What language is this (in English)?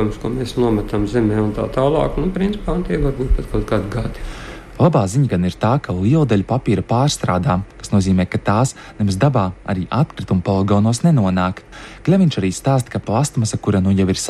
Latvian